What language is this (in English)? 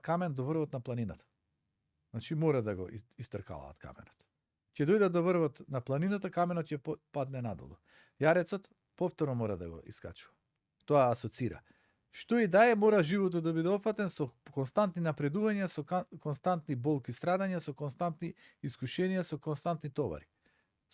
Macedonian